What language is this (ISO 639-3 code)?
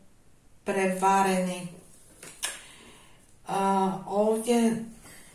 hrv